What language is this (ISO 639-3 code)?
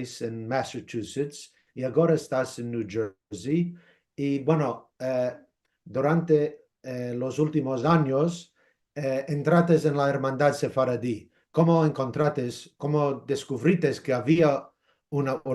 lad